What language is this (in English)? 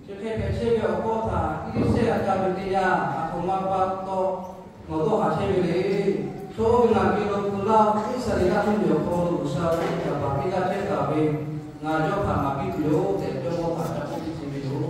Lahu